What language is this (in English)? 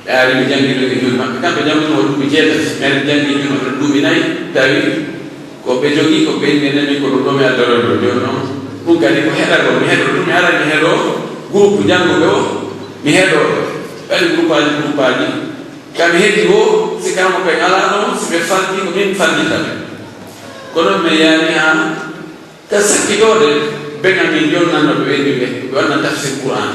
Pular